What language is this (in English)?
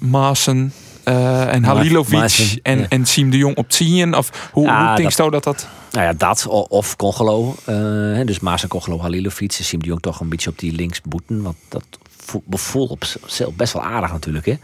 Western Frisian